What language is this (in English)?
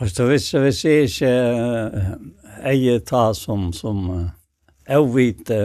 Faroese